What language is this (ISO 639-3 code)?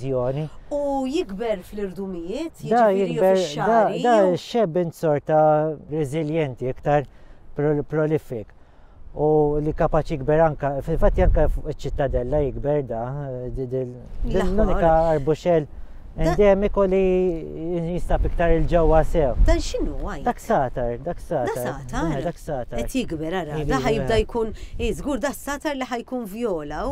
mlt